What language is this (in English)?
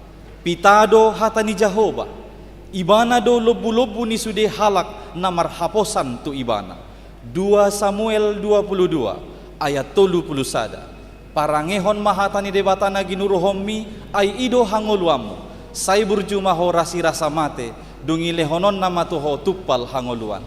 Batak Toba